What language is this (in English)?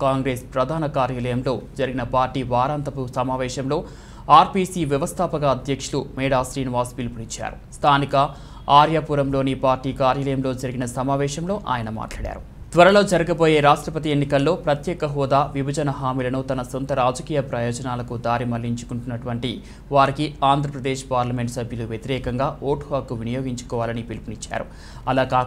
Telugu